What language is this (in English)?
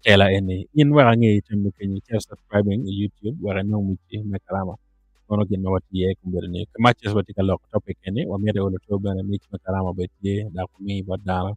Acoli